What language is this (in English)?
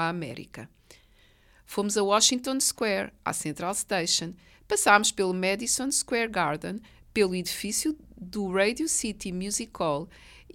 Portuguese